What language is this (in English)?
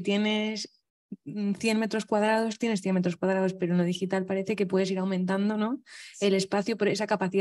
Spanish